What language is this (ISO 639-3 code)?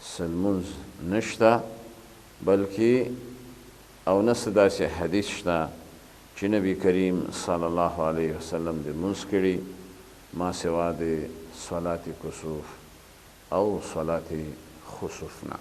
pus